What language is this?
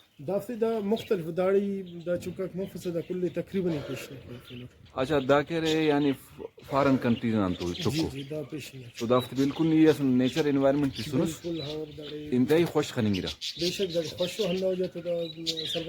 Brahui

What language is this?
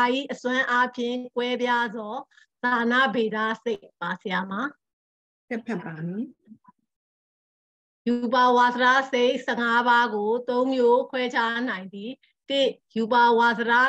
Burmese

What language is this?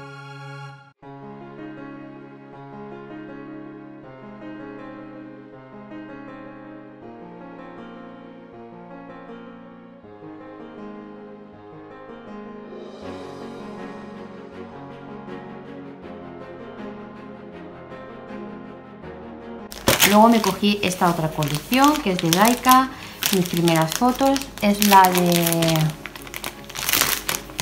Spanish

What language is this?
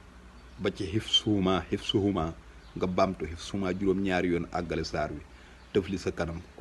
Wolof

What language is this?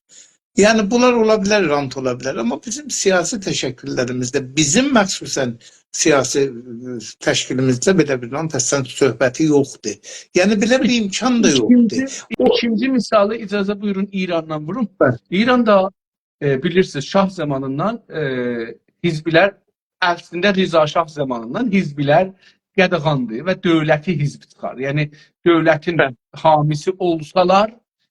South Azerbaijani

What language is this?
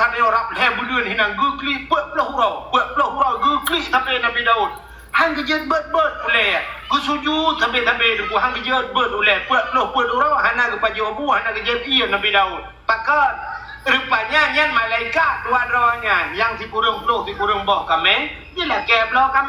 Achinese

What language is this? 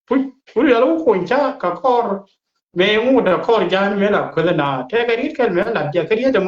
Nuer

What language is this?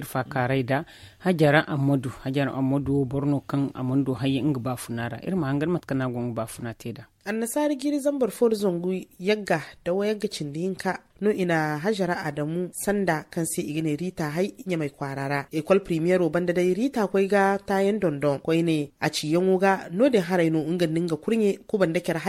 Zarma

